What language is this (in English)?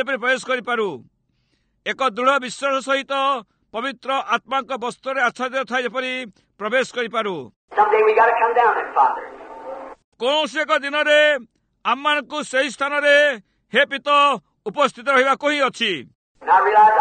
Odia